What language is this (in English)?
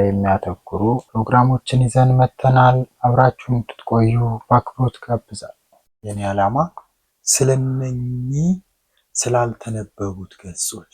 Amharic